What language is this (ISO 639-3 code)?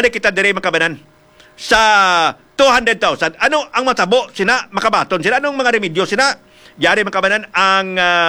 hil